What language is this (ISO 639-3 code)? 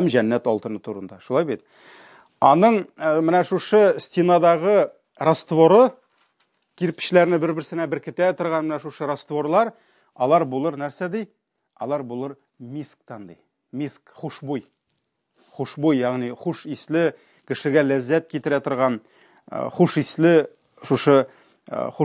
tat